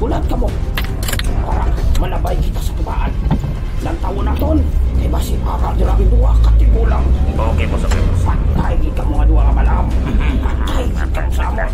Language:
Hiligaynon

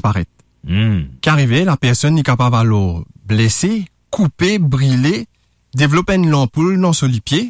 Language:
Morisyen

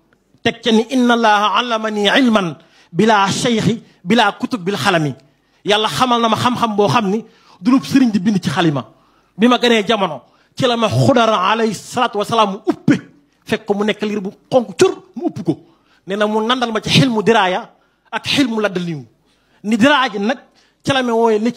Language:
Wolof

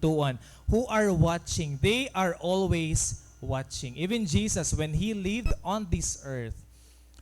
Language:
Waray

